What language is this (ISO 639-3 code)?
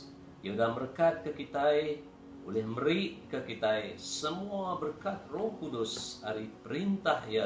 iba